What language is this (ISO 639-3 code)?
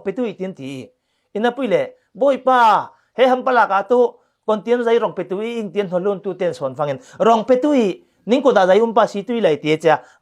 cfm